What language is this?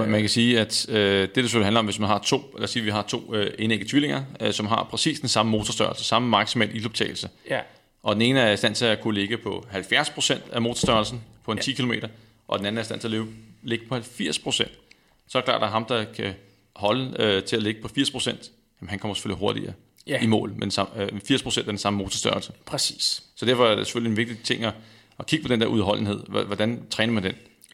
Danish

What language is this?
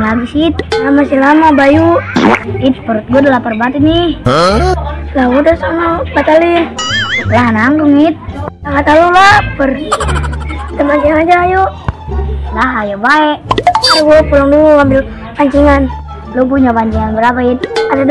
Betawi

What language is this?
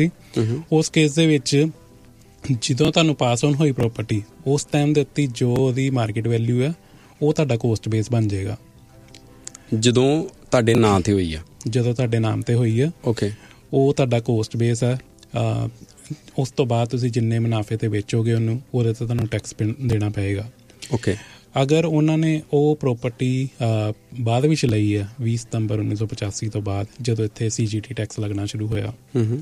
Punjabi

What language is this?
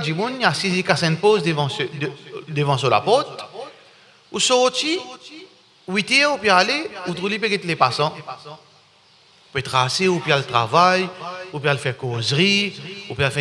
Morisyen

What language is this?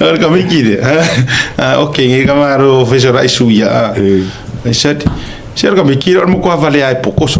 Samoan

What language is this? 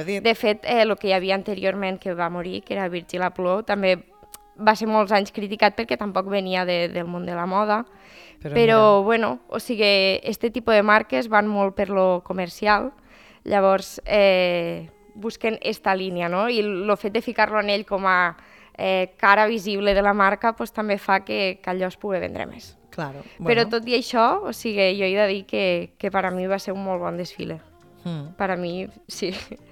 Catalan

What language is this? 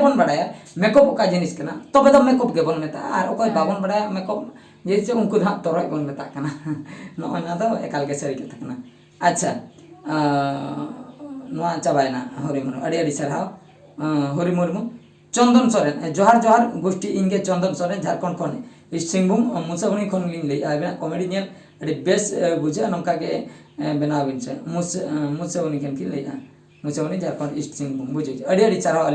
Santali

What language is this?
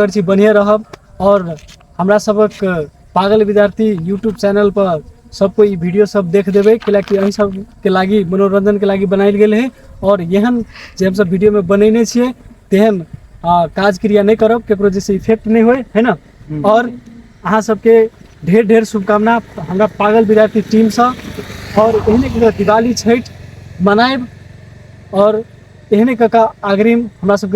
Maithili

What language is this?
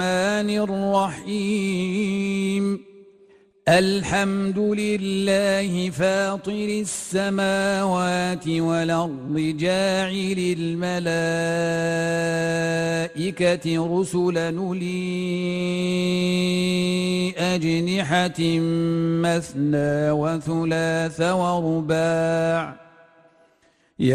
Arabic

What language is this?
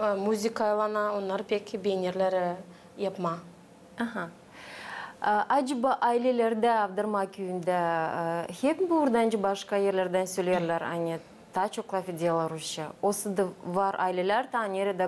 Gagauz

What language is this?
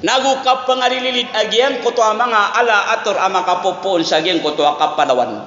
Maranao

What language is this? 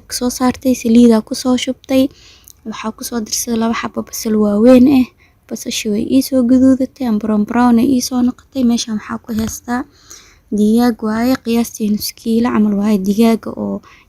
Somali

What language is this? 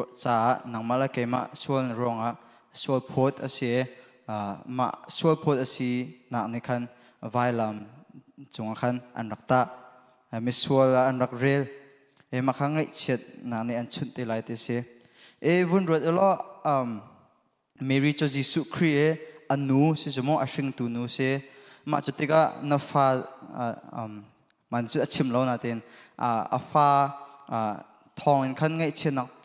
Hakha Chin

